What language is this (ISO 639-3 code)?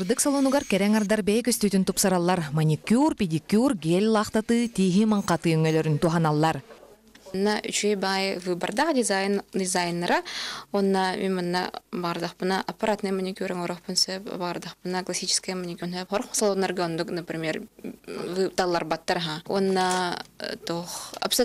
sah